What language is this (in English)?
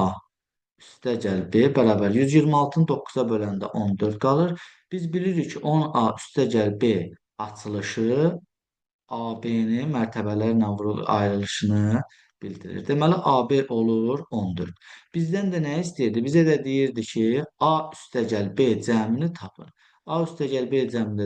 Azerbaijani